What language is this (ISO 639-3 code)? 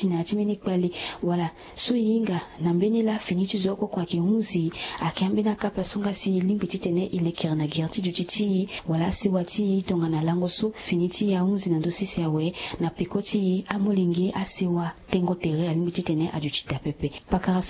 sag